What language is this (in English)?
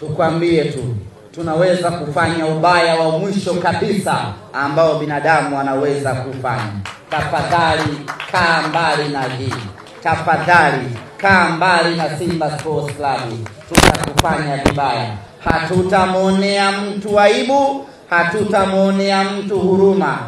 Swahili